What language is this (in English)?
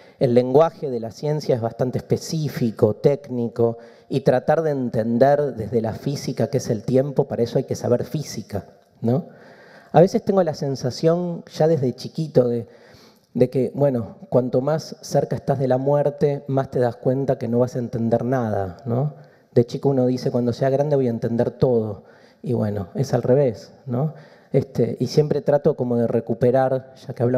Spanish